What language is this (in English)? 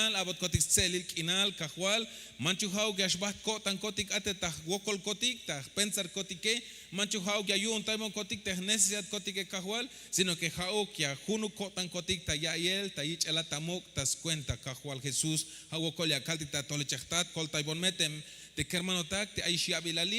Tzeltal